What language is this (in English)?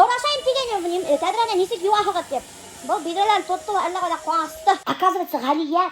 Bashkir